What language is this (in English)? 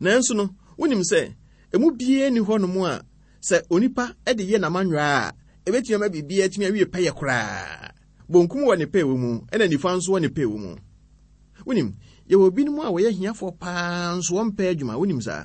Akan